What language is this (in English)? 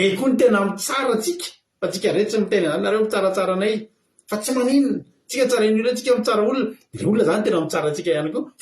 Malagasy